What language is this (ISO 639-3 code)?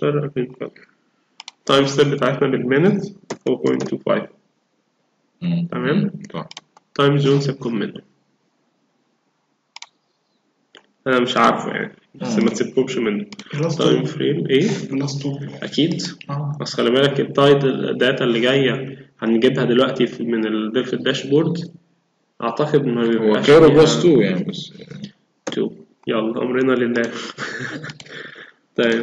arz